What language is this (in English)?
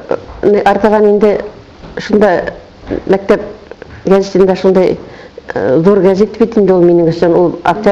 Bashkir